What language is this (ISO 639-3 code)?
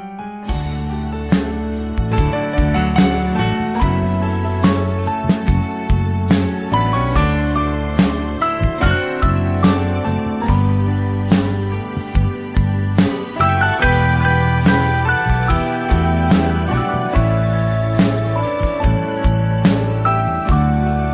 ahk